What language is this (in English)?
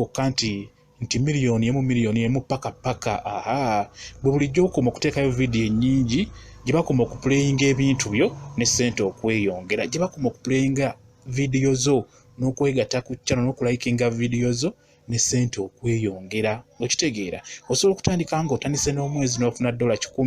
Ganda